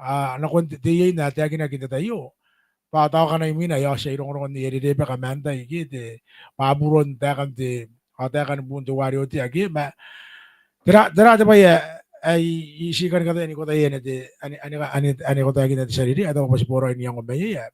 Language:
Gilbertese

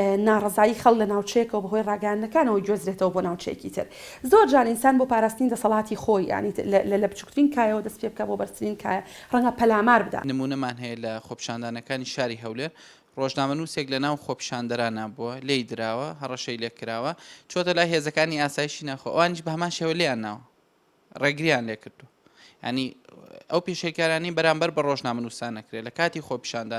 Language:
Central Kurdish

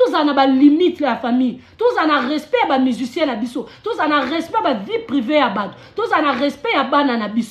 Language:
Lingala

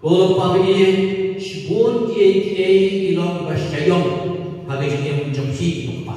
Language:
Khasi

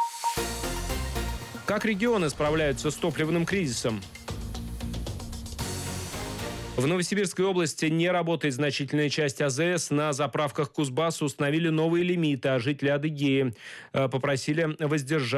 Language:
Russian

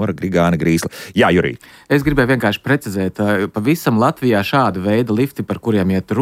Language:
Latvian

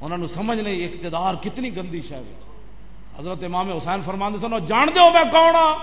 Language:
Western Panjabi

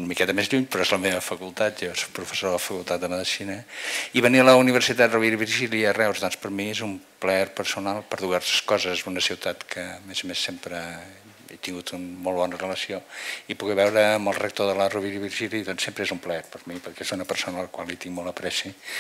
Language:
Catalan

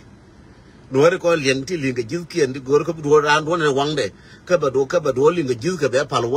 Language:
Nuer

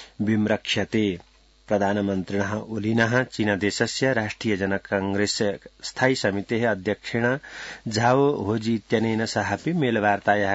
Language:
Sanskrit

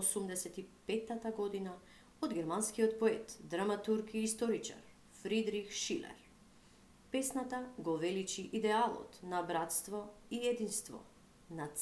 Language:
Macedonian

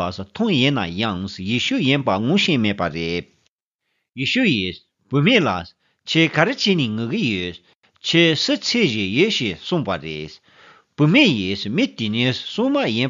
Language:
Tibetan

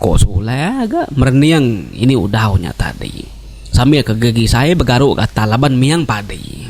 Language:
Iban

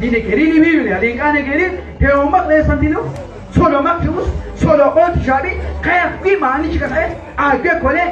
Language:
Kekchí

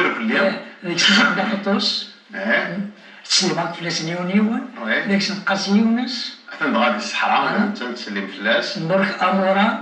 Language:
Kabyle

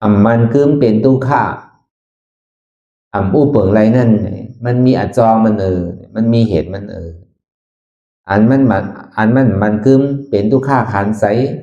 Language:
Shan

